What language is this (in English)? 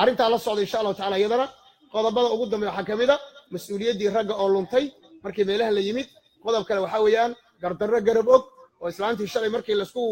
Somali